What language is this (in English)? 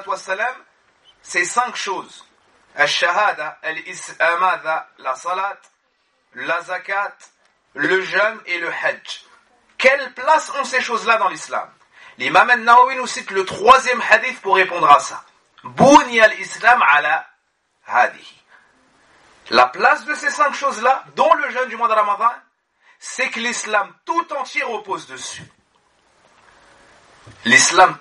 French